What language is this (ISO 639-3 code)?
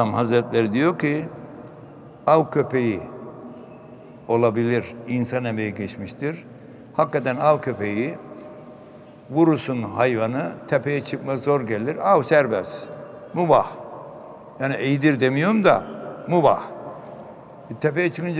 tur